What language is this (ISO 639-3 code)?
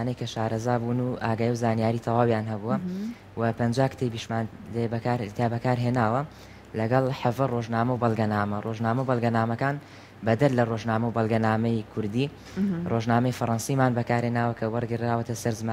ckb